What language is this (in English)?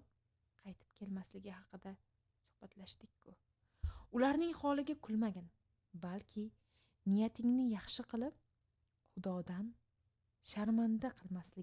Uzbek